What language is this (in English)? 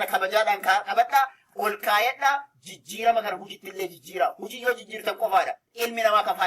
Oromo